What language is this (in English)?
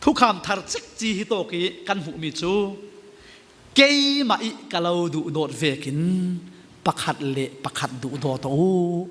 Falam Chin